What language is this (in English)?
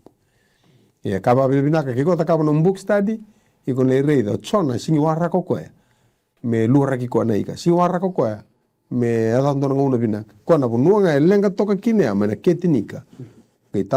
Fijian